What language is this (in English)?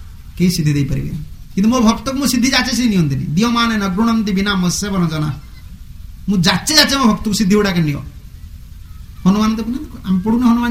Odia